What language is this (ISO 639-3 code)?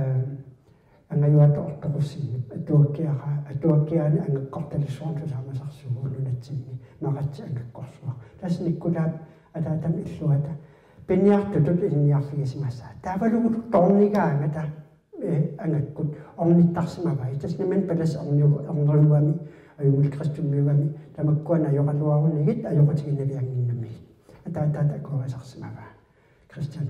kal